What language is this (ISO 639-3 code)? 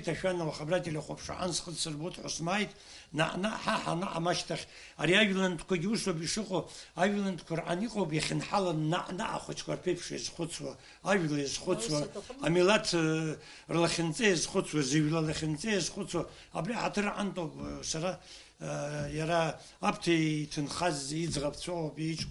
abk